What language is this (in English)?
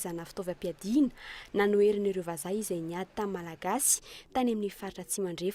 Malagasy